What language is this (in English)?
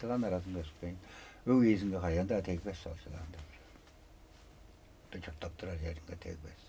Tuvinian